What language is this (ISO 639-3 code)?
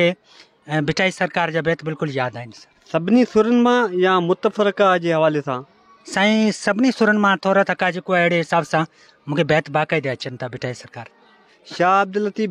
snd